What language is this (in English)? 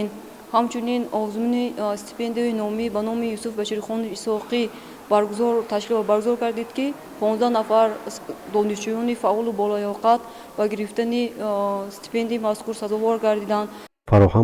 Tajik